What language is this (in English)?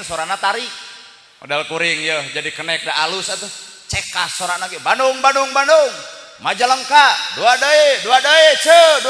Sundanese